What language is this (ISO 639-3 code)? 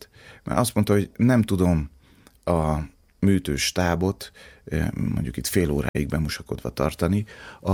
hun